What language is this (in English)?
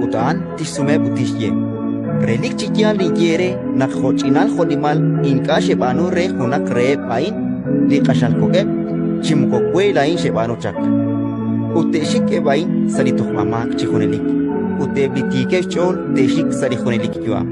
Kekchí